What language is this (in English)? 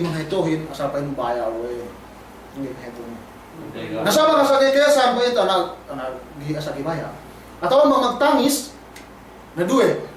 Yakan